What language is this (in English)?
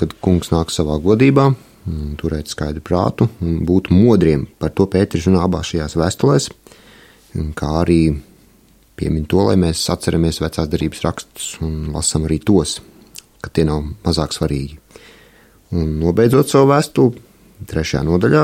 Latvian